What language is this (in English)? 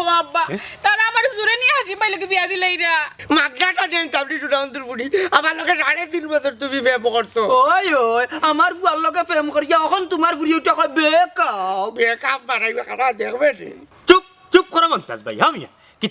Sylheti